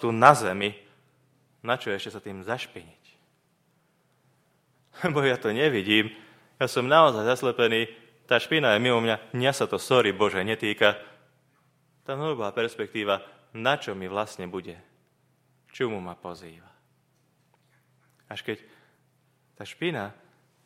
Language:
Slovak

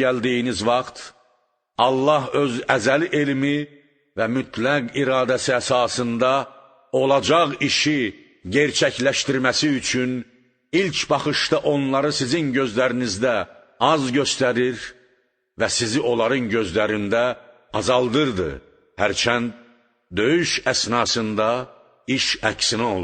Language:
Azerbaijani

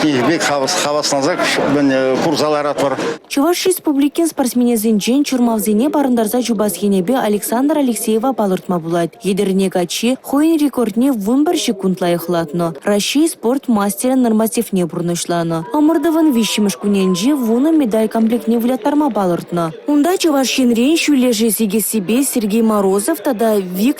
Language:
Chuvash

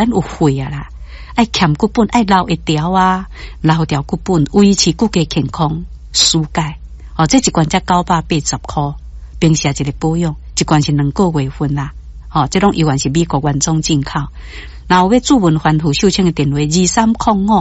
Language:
Min Nan Chinese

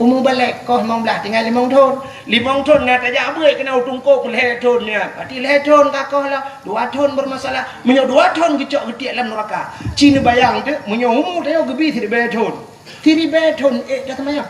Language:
Achinese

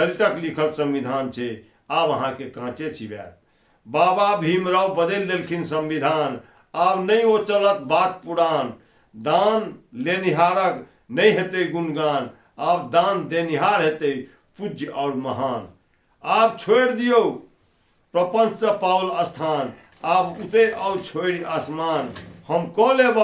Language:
Maithili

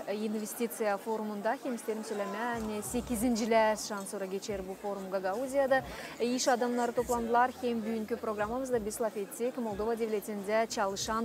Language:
Gagauz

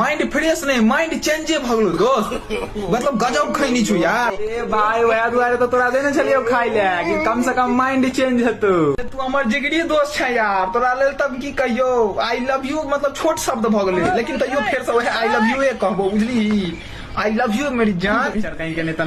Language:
Maithili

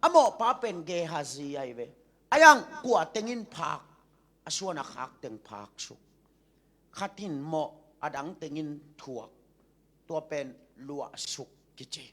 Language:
Tedim Chin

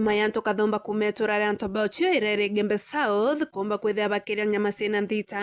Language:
Meru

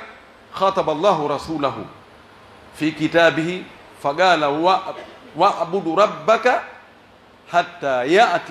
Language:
Pular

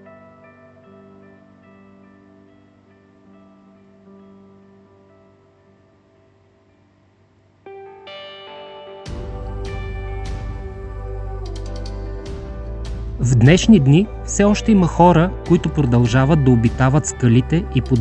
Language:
Bulgarian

